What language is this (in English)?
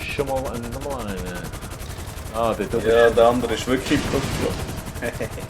Swiss German